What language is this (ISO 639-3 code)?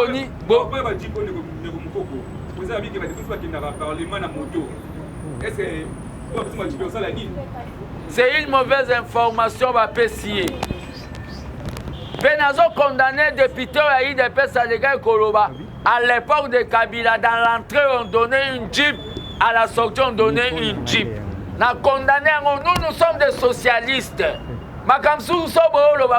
lin